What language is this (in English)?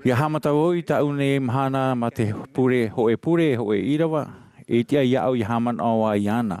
Tahitian